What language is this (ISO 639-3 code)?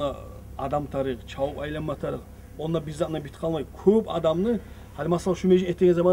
kum